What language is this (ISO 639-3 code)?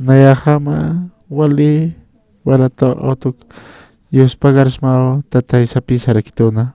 aym